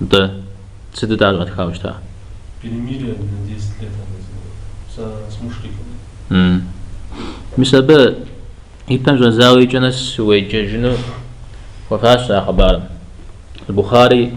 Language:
Kabardian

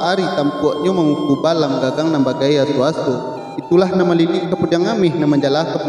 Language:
Minangkabau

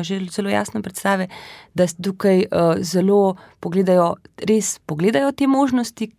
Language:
Slovenian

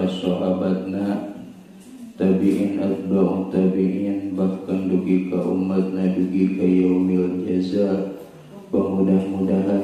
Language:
Sundanese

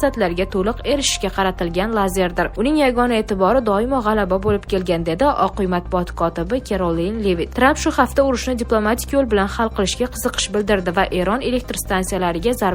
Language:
Uzbek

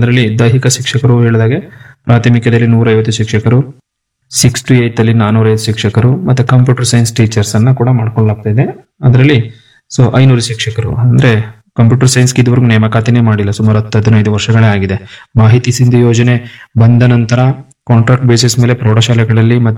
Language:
Kannada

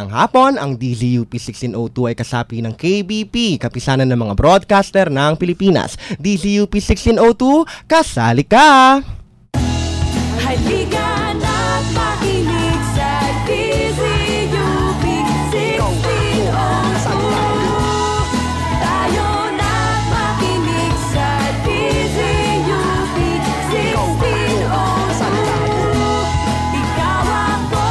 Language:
Filipino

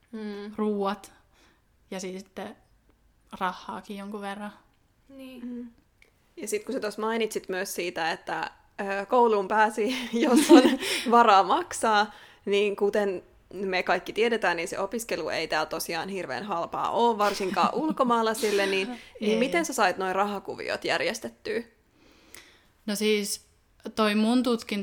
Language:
Finnish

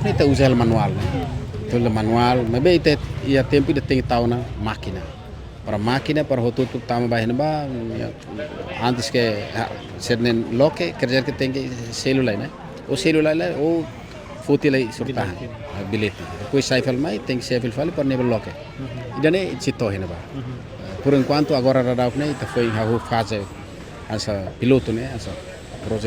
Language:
Tetum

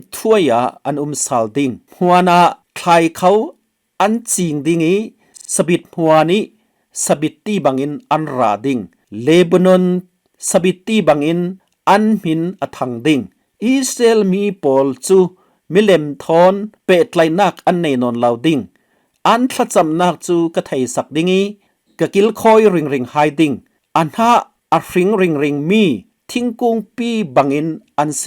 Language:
Falam Chin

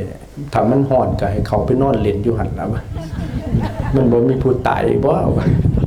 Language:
Lao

